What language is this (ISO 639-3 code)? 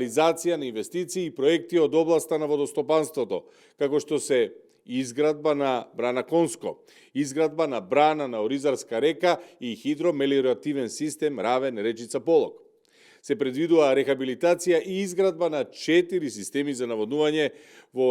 mkd